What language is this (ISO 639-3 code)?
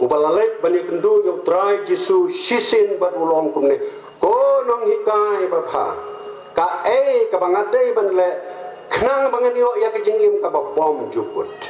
kha